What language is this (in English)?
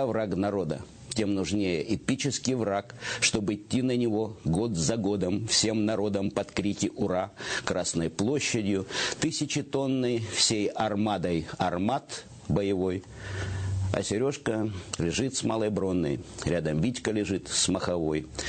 Russian